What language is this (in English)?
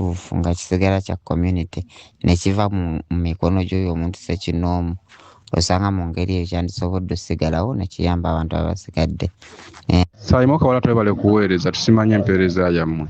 Ganda